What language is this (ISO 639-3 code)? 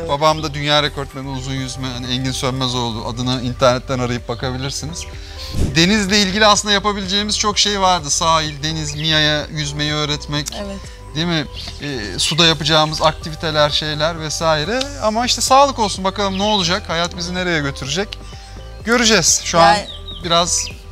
tur